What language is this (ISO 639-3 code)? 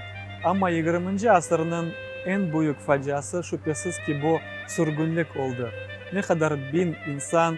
crh